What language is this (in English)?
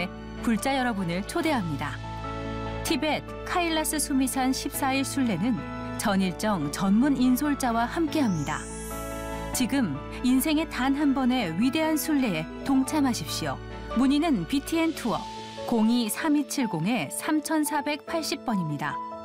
Korean